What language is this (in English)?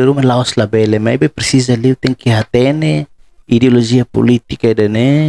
Tetum